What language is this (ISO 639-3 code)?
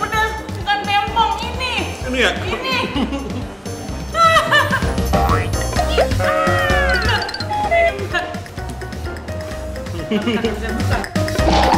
ind